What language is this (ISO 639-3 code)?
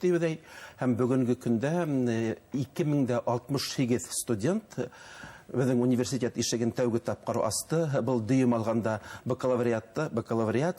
bak